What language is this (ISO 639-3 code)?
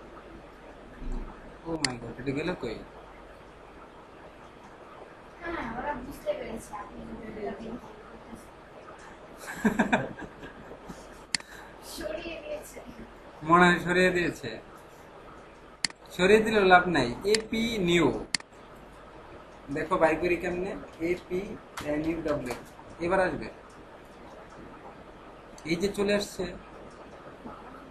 ben